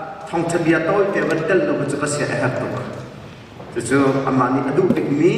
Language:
Hakha Chin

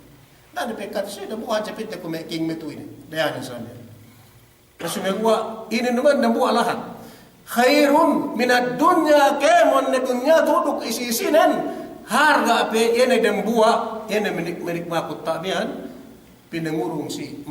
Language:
Yakan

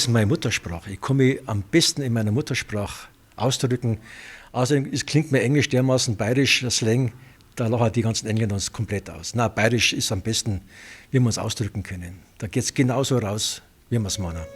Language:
Bavarian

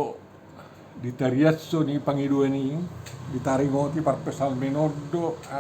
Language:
Batak Toba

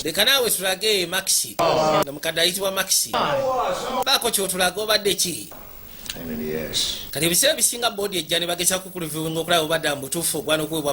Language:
Ganda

